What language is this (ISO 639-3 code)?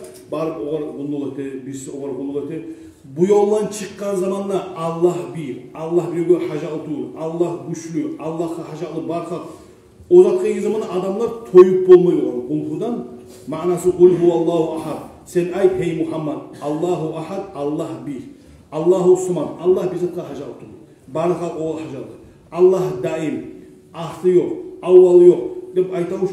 kum